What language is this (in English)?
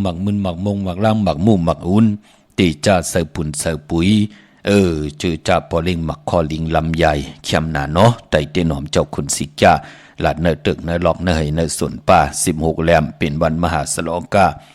Shan